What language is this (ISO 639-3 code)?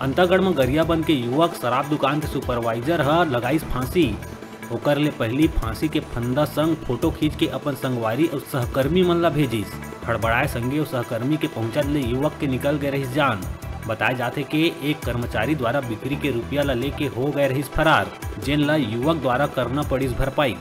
hne